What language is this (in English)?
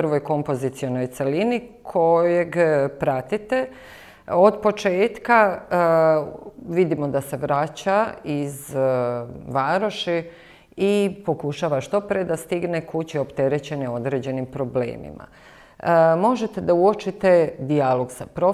Serbian